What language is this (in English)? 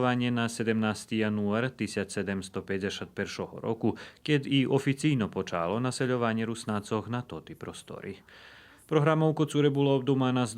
Rusyn